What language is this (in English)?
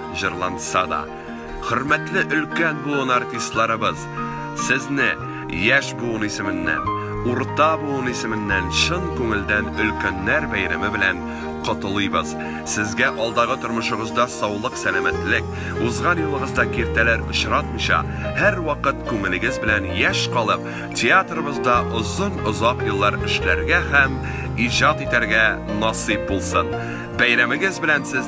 Tatar